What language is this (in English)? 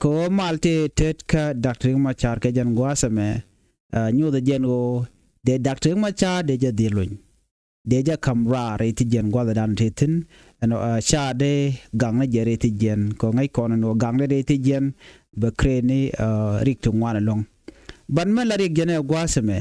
Nuer